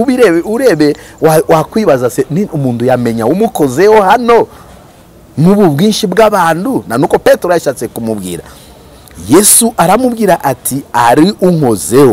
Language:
Kinyarwanda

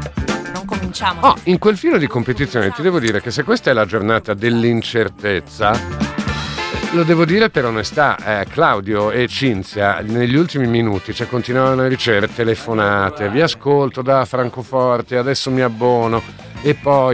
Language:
Italian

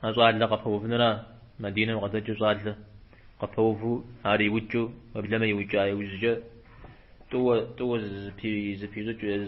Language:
Kabardian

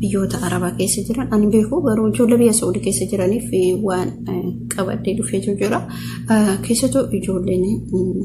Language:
Oromo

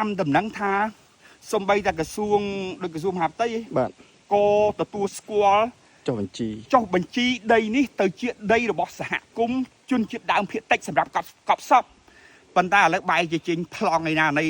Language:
Khmer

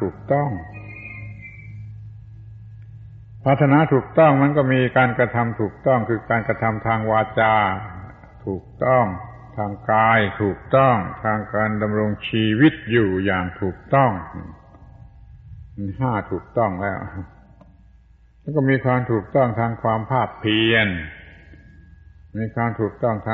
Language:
Thai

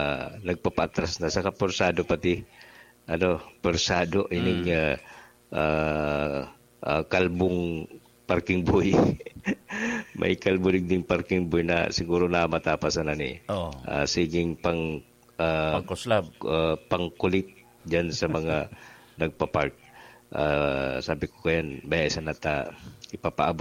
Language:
Bikol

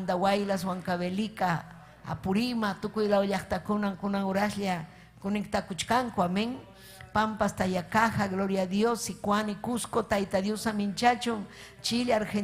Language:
Ayacucho Quechua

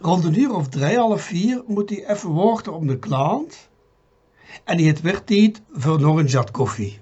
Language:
Limburgish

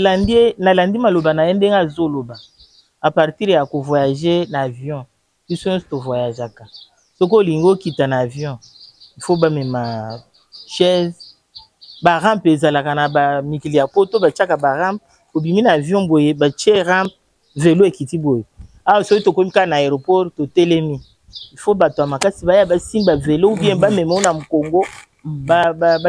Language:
Lingala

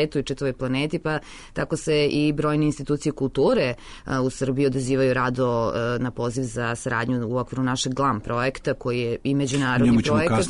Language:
Serbian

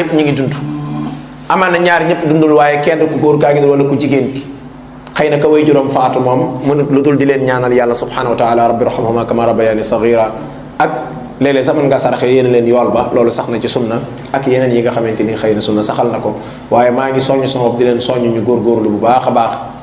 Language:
Wolof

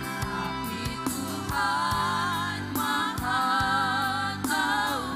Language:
Ambonese Malay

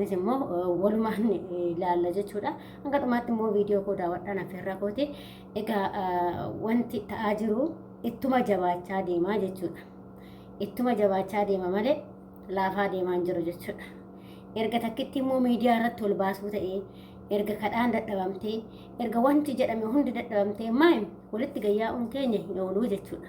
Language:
Oromo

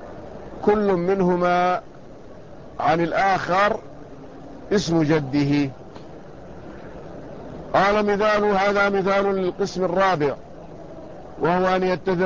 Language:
Arabic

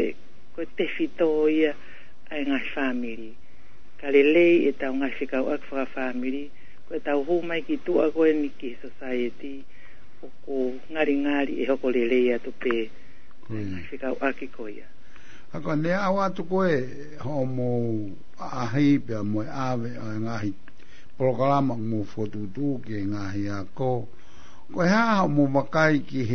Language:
Tongan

